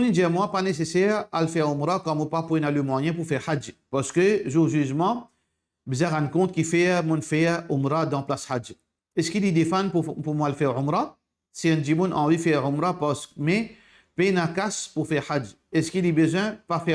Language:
Morisyen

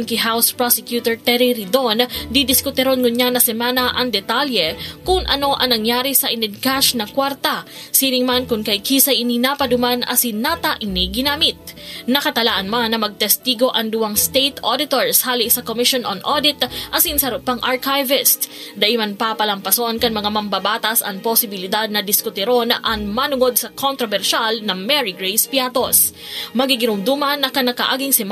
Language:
Bikol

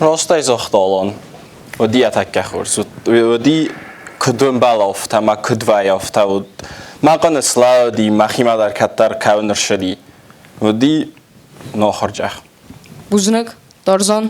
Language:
Ossetic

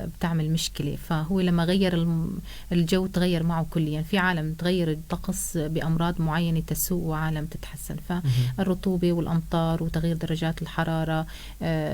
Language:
North Levantine Arabic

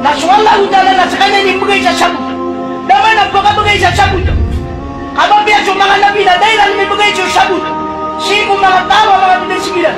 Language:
Maranao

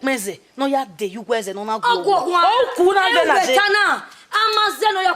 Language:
Bini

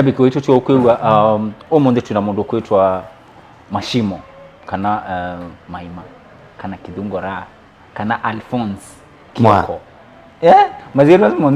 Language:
Kamba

